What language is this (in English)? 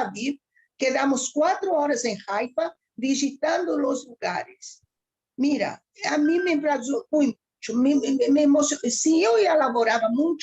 Ladino